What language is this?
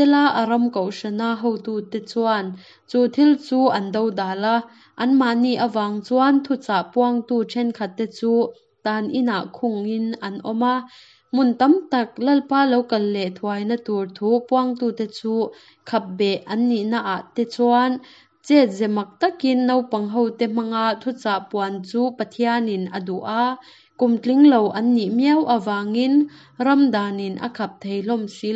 Hakha Chin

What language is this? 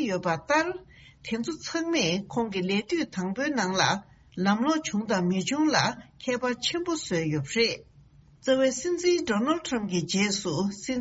Tibetan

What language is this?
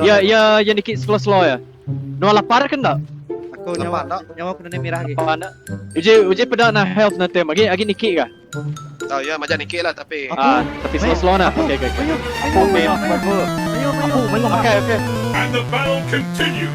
Iban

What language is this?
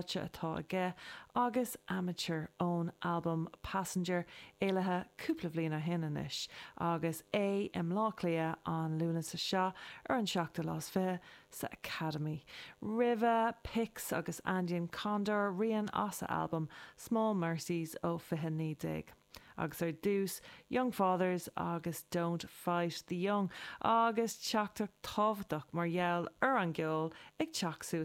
Irish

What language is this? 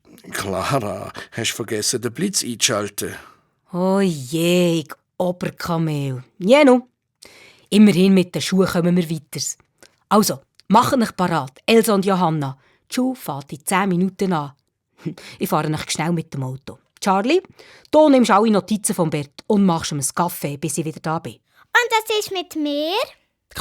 Swiss German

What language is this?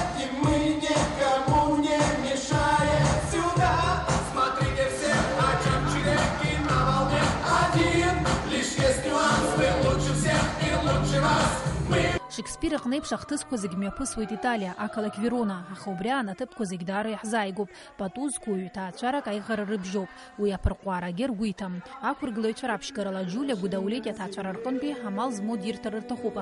Abkhazian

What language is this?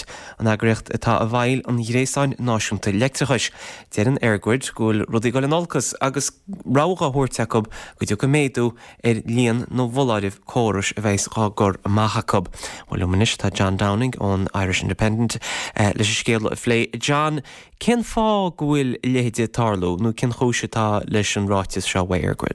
Irish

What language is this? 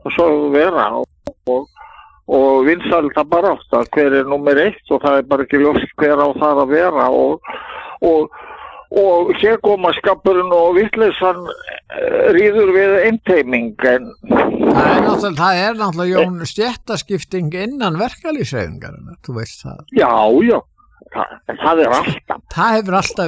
Icelandic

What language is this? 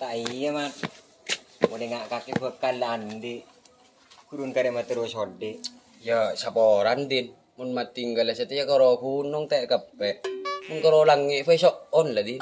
Madurese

